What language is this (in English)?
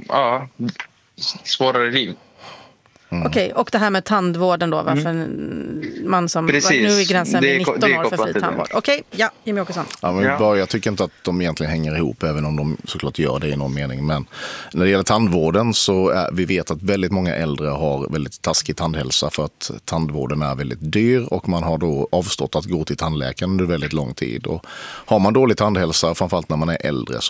Swedish